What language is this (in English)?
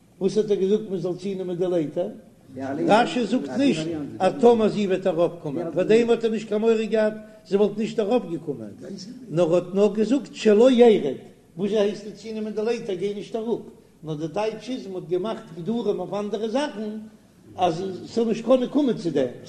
Yiddish